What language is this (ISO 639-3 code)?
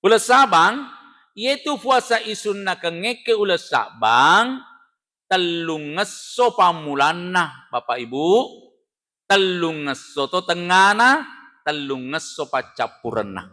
bug